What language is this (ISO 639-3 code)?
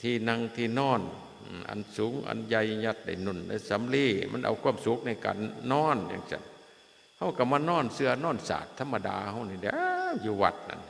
tts